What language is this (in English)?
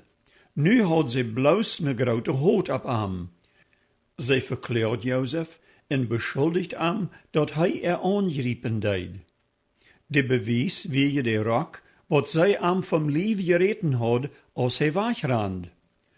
Plautdietsch